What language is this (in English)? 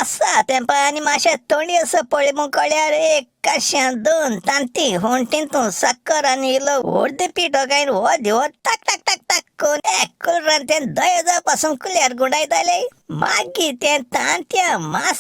Konkani